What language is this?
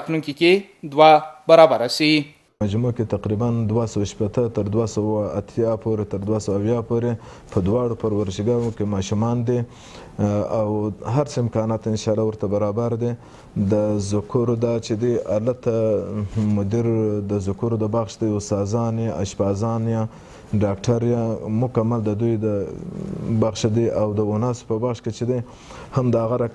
Pashto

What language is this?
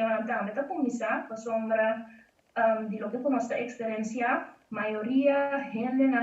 Papiamento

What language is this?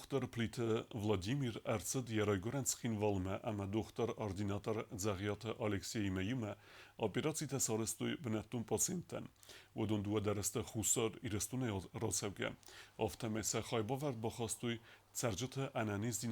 Ossetic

